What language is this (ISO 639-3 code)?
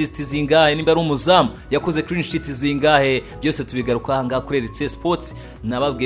kin